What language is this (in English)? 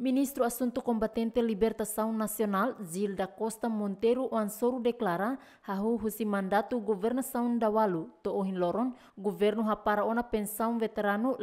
Tetum